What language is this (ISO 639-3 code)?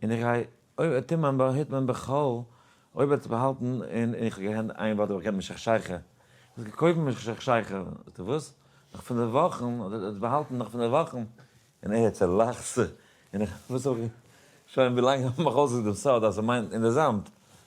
yid